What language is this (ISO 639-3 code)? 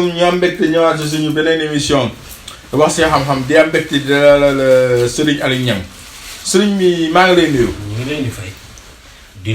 wol